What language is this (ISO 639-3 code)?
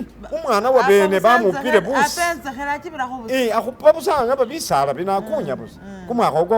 myx